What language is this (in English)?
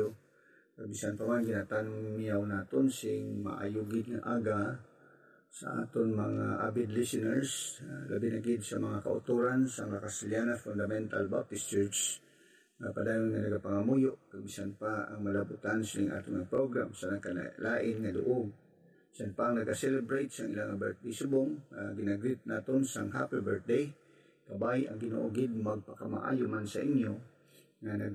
Hiligaynon